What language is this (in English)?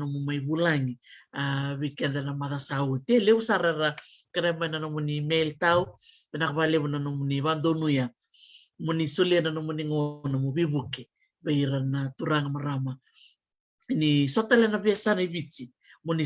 Fijian